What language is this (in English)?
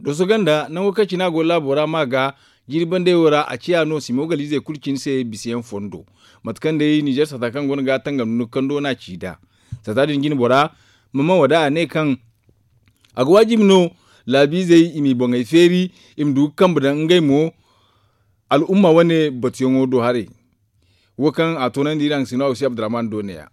Zarma